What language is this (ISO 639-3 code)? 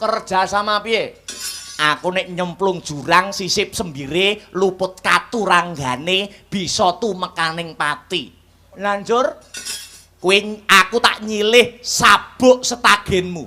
jav